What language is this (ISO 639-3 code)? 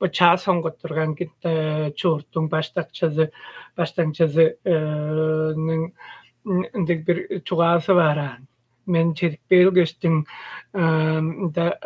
tyv